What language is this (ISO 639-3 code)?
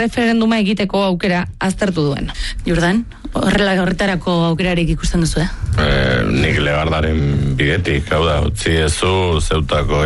eus